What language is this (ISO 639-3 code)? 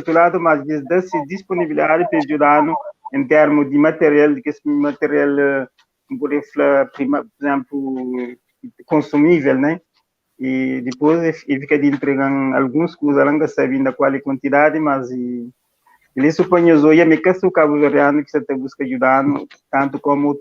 kea